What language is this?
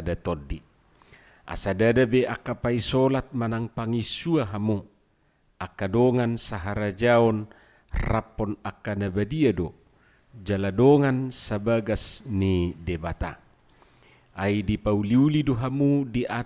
Batak Toba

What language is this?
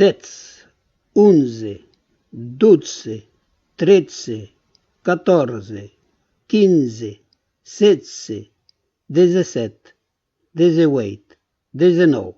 Occitan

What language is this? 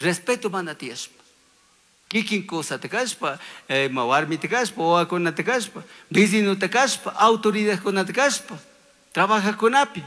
Chimborazo Highland Quichua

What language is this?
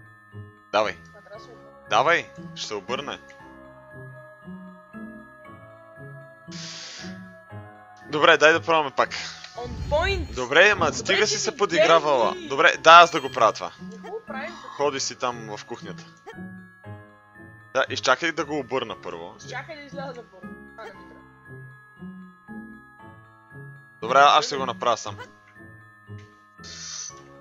Bulgarian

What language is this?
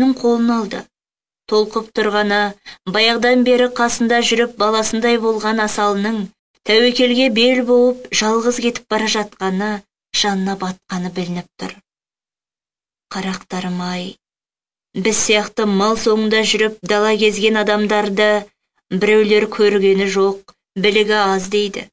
Kazakh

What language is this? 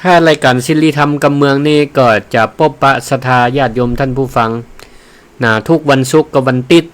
Northern Thai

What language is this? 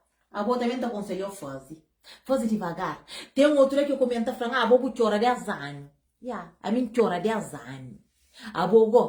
Kabuverdianu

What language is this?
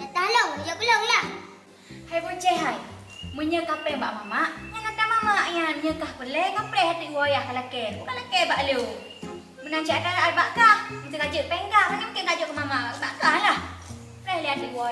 Achinese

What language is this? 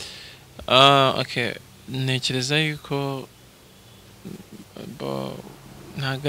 Kinyarwanda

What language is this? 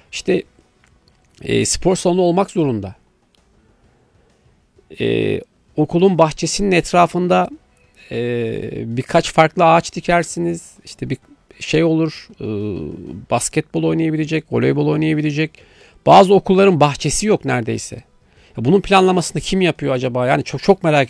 Turkish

